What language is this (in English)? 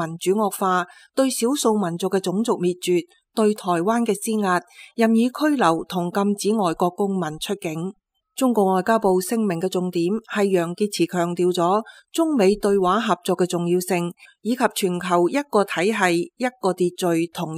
Cantonese